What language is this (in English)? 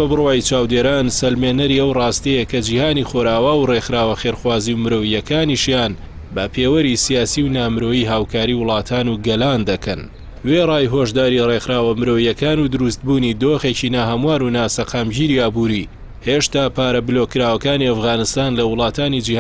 Central Kurdish